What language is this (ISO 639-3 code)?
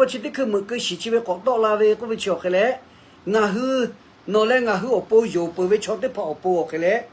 lhu